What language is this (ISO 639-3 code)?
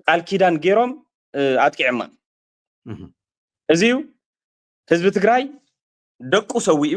tir